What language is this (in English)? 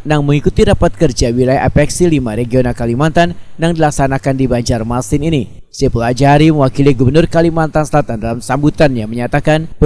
Banjar